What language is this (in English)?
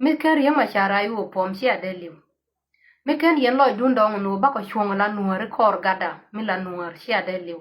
Nuer